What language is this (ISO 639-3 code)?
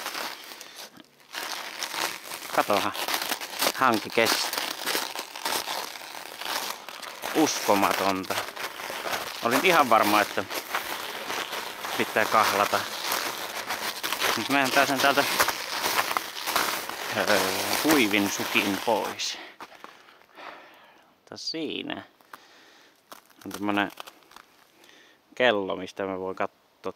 fin